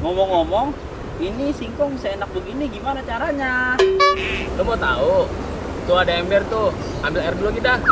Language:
Betawi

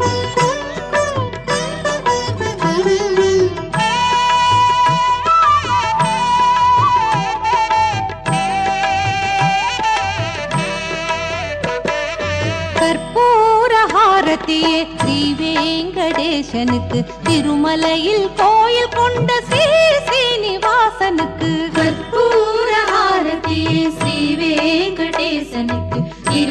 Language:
Tamil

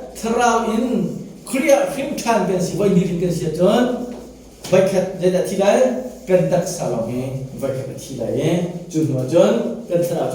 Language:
Hakha Chin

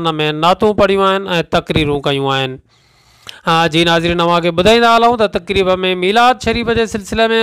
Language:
Sindhi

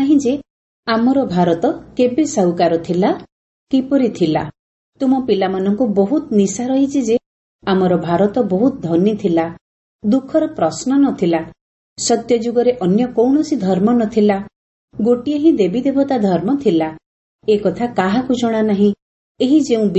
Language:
Odia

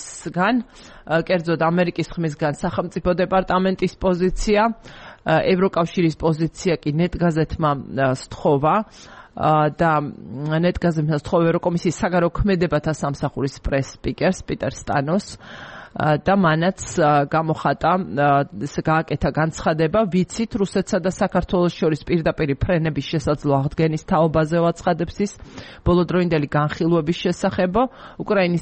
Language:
Georgian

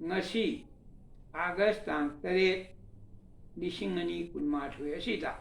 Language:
Manipuri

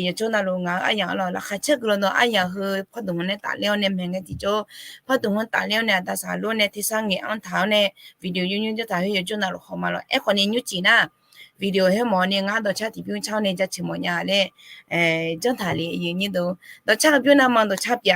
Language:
Akha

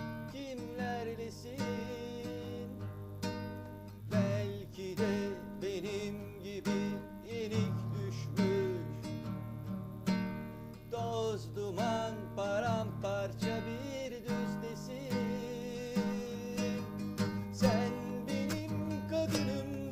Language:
Turkish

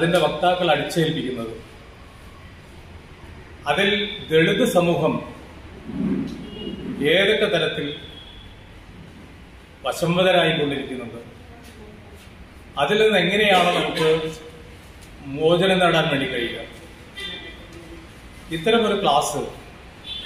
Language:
Malayalam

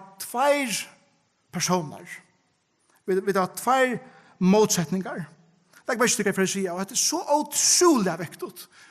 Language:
Faroese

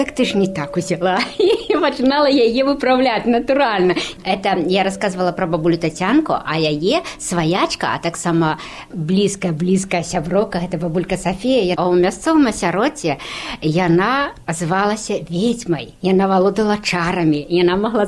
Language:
Belarusian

